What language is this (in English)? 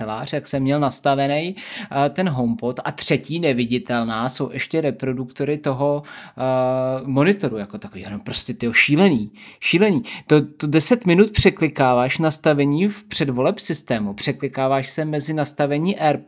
Czech